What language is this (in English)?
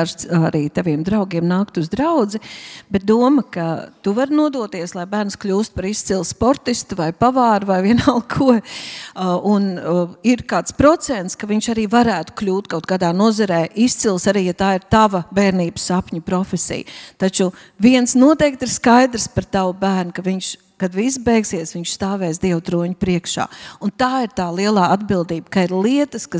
Latvian